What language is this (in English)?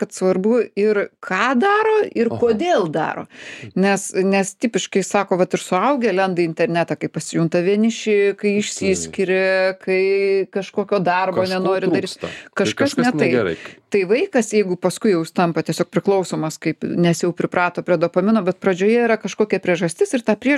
Lithuanian